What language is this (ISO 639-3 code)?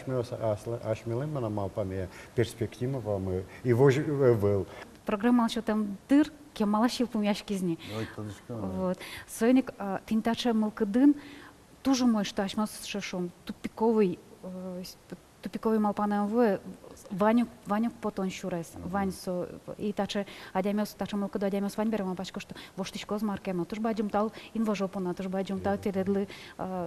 udm